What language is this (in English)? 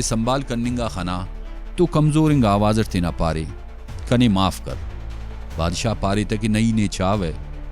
Brahui